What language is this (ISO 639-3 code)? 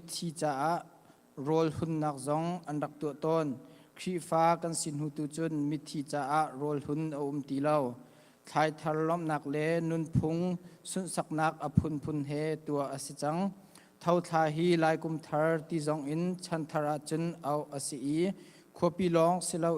cnh